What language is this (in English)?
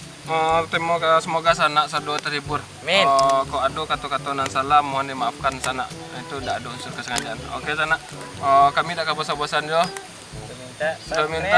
Minangkabau